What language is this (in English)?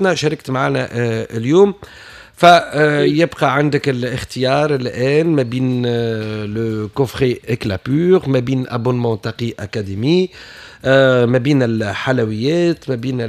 Tunisian Arabic